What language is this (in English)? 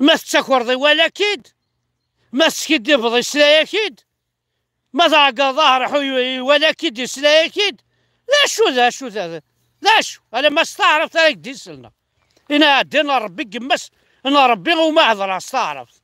Kabyle